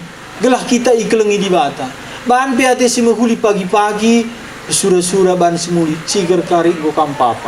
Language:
Batak Karo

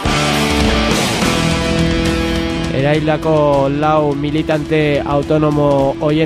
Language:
Basque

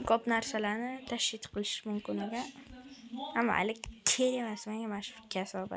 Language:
Uzbek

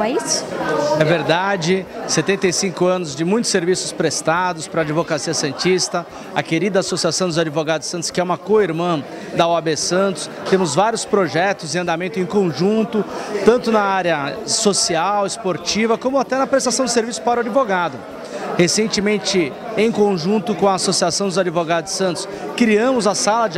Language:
Portuguese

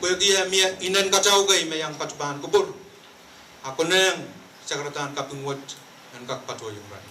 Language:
Pohnpeian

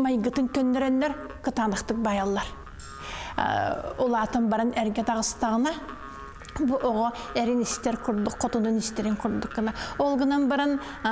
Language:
Yakut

